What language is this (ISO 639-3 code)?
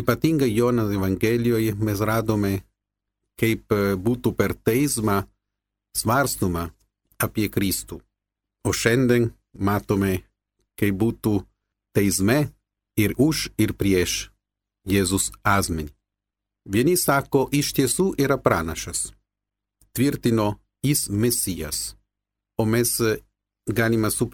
lit